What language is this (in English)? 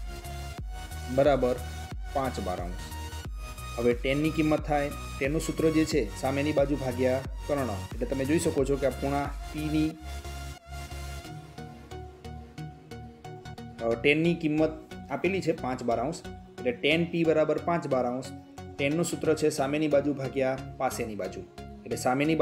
Gujarati